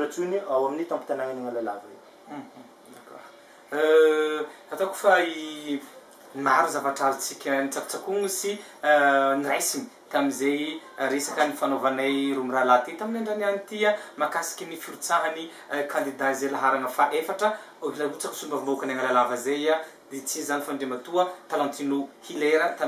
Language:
Malagasy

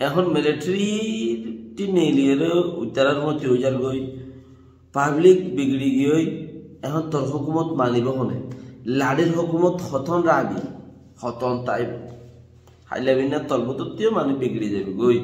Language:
Rohingya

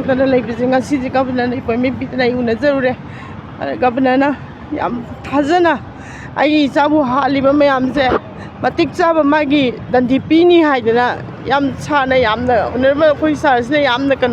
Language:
Manipuri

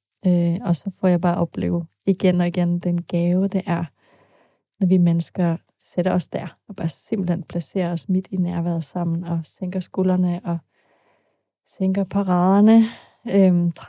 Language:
Danish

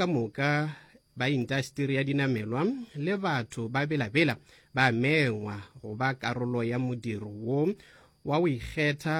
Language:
Northern Sotho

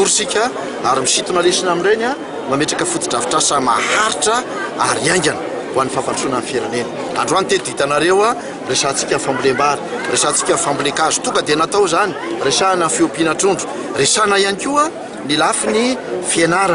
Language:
Malagasy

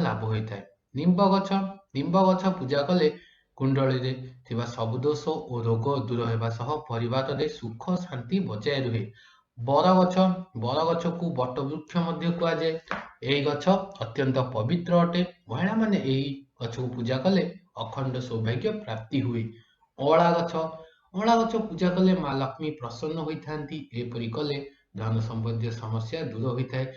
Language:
Odia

